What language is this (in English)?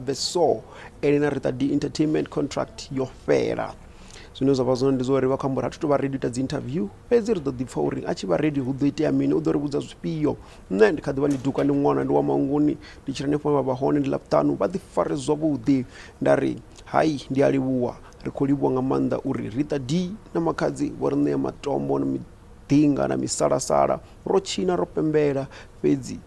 Venda